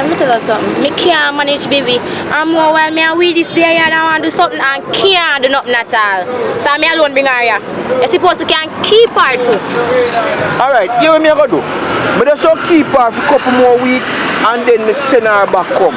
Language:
Jamaican Creole English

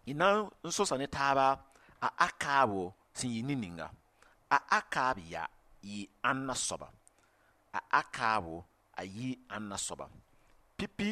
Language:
Mossi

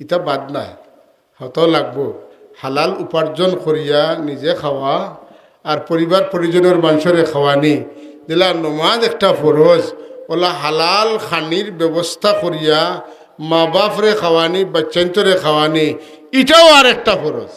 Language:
Sylheti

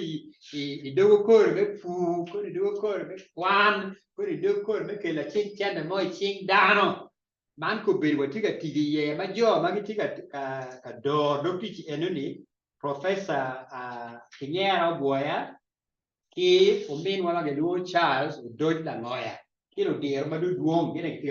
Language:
Acoli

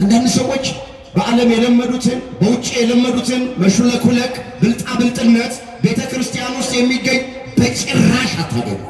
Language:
Amharic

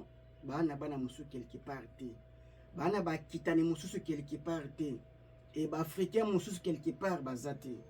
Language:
Lingala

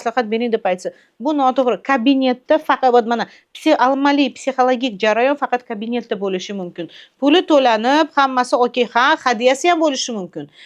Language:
Uzbek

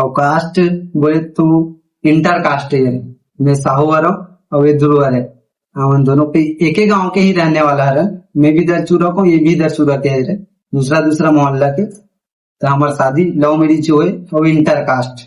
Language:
Chhattisgarhi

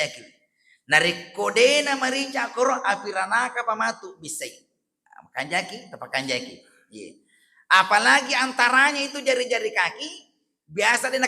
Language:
Buginese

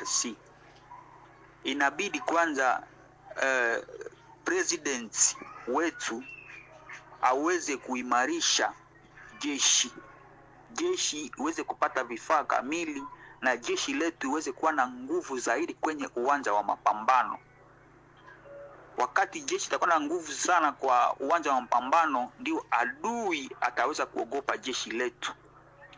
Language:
Swahili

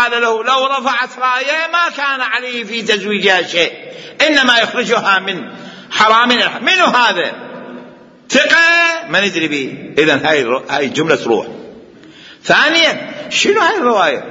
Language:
Mesopotamian Arabic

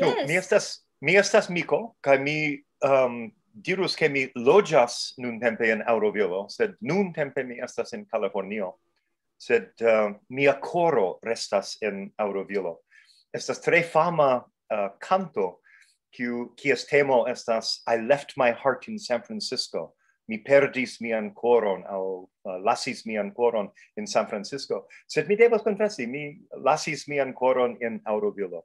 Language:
Esperanto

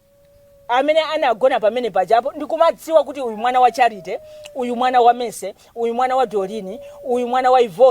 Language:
Nyanja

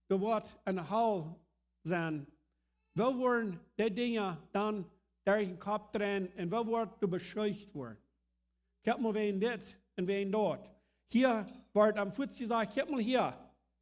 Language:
Plautdietsch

